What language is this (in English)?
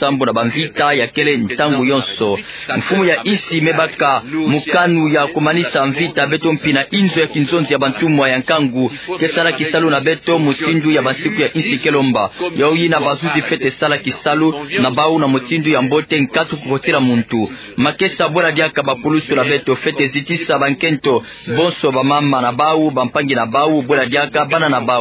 Kituba (Democratic Republic of Congo)